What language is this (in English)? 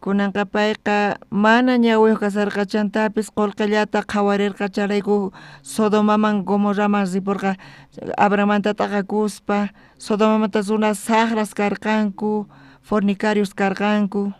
South Bolivian Quechua